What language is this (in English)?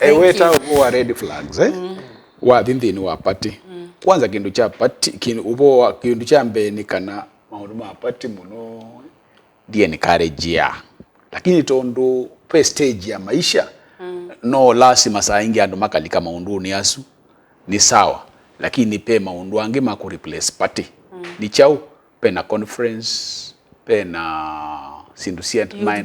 Kamba